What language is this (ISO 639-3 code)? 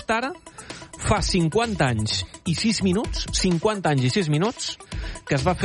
cat